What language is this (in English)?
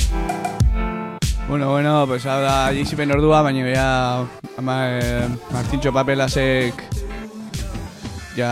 Basque